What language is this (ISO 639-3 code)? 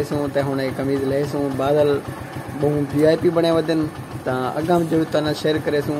skr